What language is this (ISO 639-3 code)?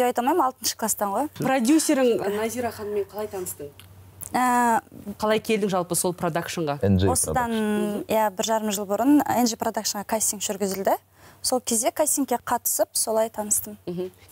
kaz